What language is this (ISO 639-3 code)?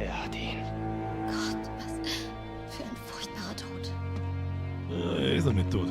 bar